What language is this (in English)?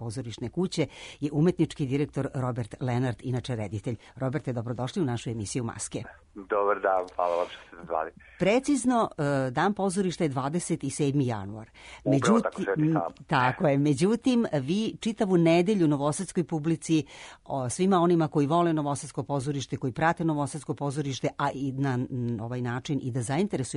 Serbian